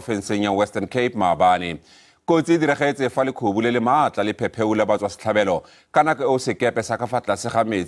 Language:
Tswana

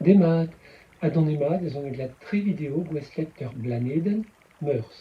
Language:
Breton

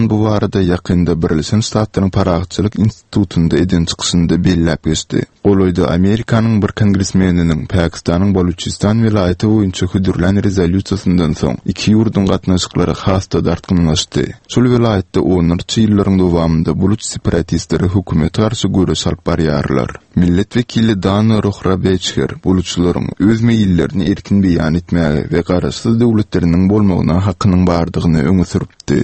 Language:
Turkmen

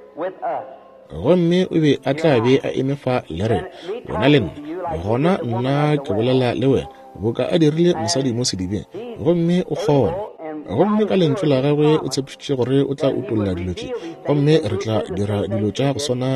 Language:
Northern Sotho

